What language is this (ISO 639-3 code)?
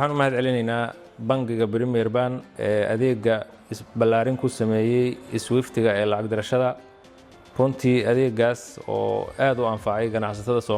som